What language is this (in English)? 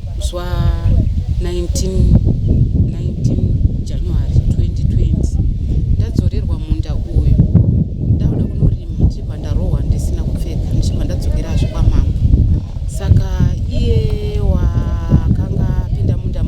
Shona